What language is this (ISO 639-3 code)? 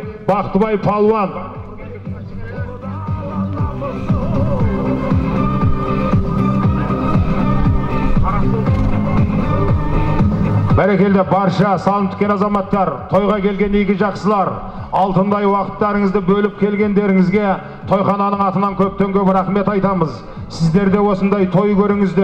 kaz